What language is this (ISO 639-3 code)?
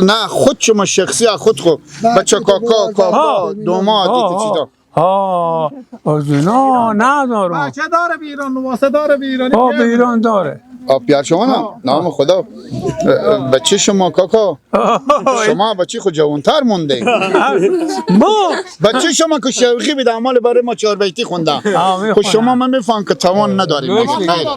fas